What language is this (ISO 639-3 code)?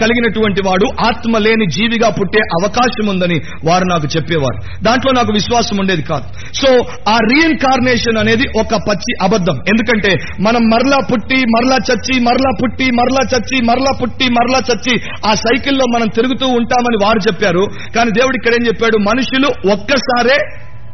tel